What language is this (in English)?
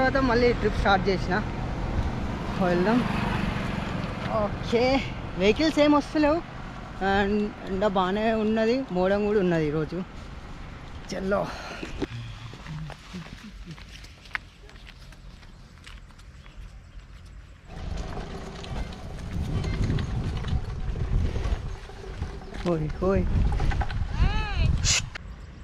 Telugu